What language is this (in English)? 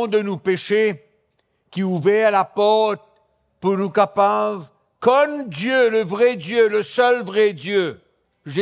Morisyen